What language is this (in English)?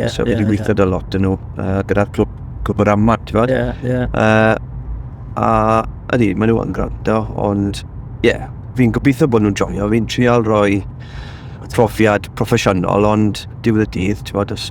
Welsh